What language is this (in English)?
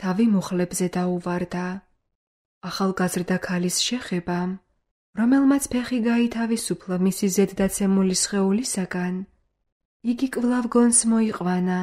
Georgian